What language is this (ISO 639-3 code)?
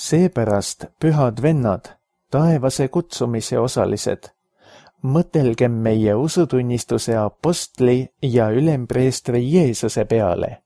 est